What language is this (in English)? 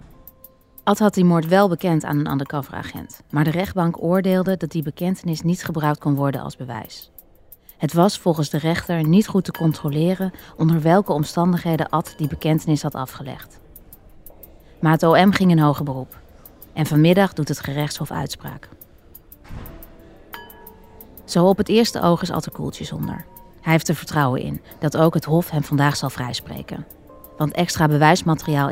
Dutch